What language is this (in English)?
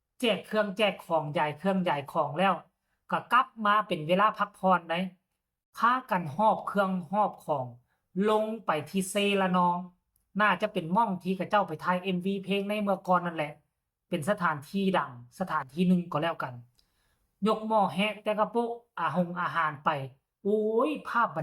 Lao